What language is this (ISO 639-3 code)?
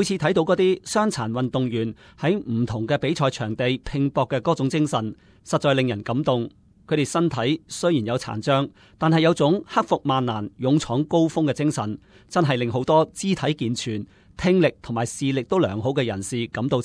yue